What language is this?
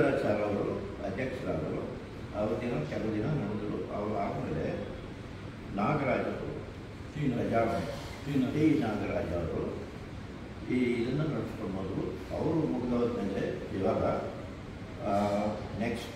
Kannada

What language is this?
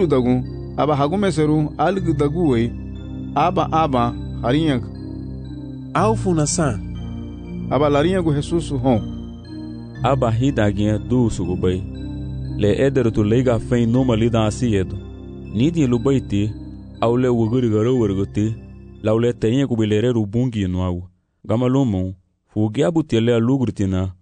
Garifuna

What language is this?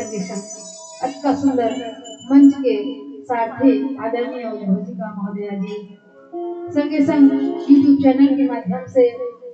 Chhattisgarhi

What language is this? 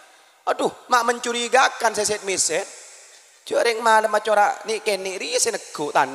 Madurese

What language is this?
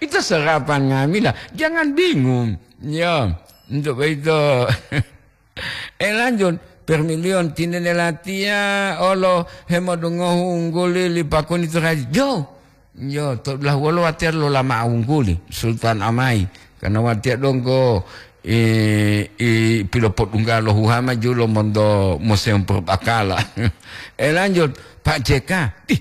Gorontalo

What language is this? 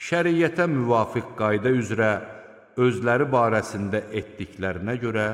Azerbaijani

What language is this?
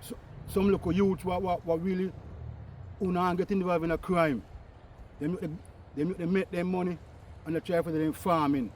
Jamaican Creole English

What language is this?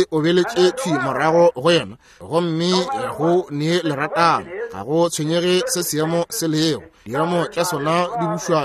Northern Sotho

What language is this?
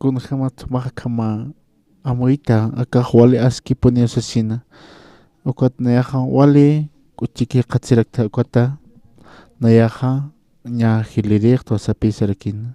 Aymara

